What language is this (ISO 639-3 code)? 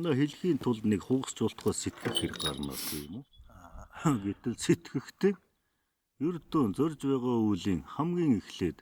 mon